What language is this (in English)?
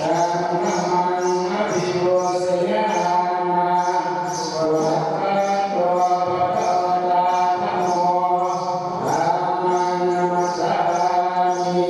Pali